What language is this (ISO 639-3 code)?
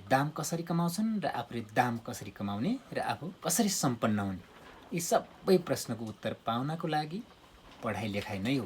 nep